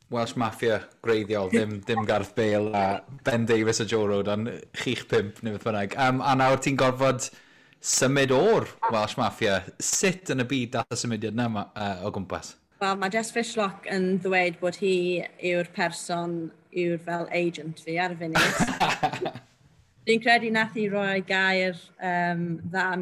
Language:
Welsh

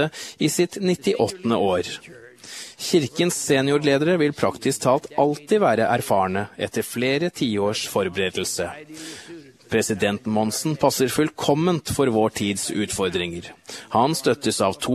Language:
Norwegian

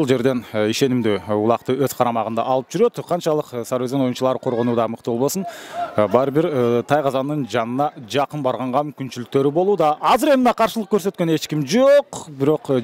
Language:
Kyrgyz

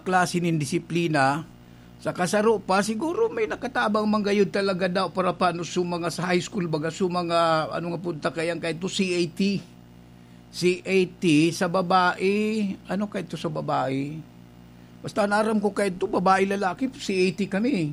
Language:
Bikol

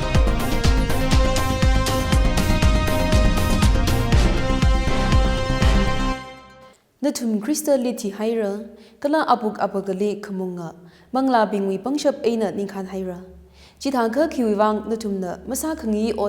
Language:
Tangkhul Naga (India)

